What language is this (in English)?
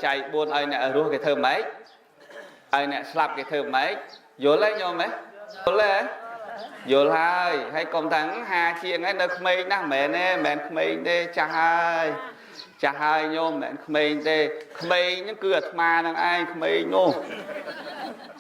Khmer